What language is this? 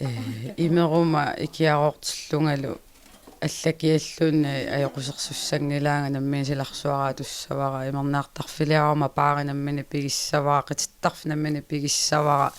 Kalaallisut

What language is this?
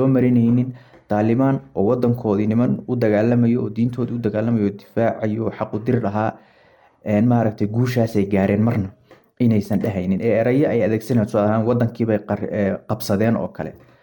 Somali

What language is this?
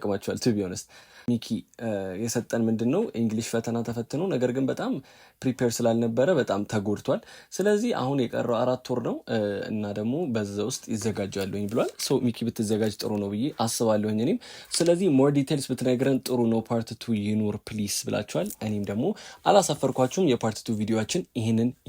Amharic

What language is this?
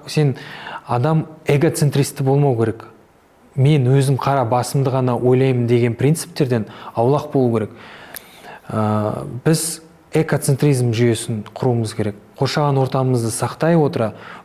Kazakh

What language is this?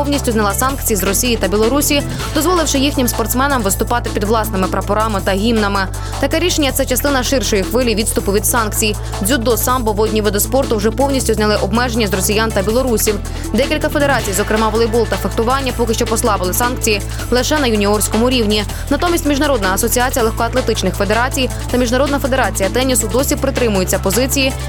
Ukrainian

